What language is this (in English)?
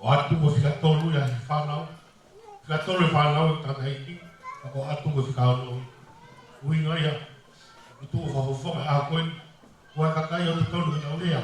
Tongan